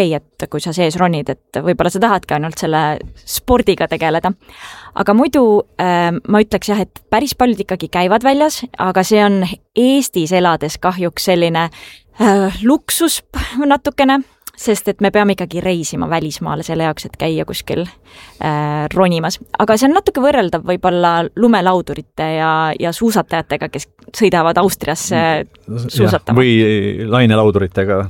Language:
Estonian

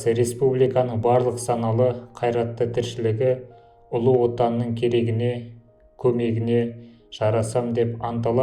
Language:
Kazakh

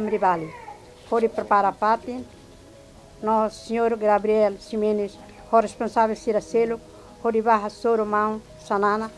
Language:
Tetum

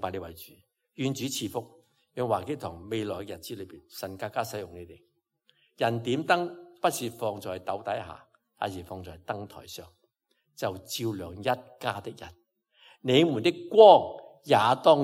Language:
Cantonese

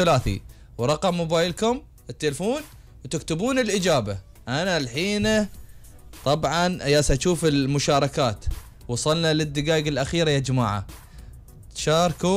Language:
Gulf Arabic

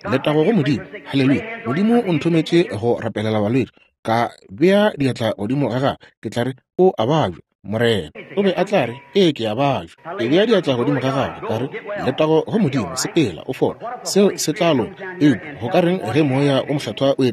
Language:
Northern Sotho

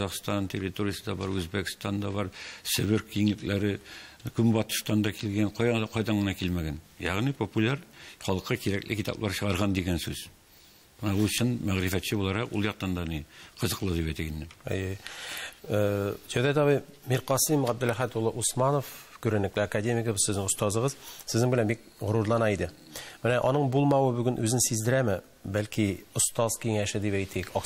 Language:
Tatar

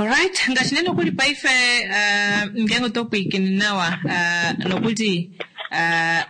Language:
Kuanyama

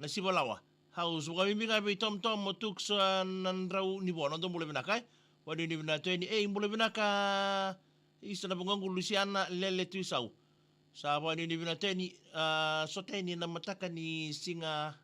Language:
Fijian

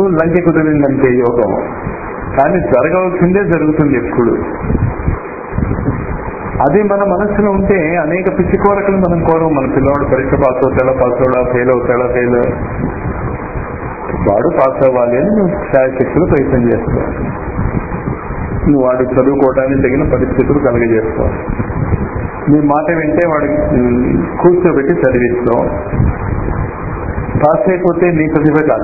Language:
Telugu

